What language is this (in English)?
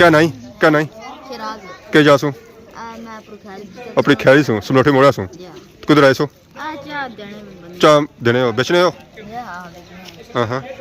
Pahari-Potwari